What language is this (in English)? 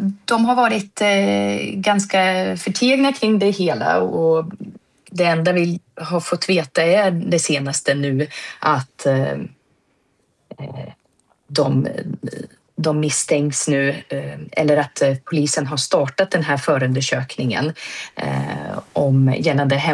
Swedish